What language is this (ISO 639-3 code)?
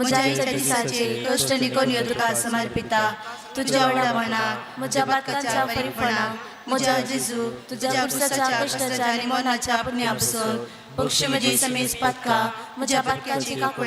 kok